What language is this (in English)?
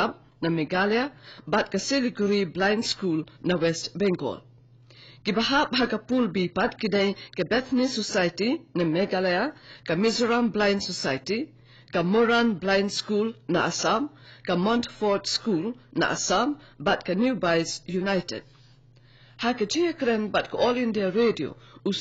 Khasi